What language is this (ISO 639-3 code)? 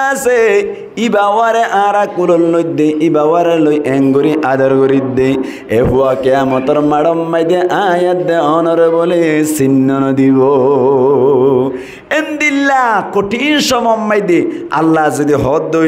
rhg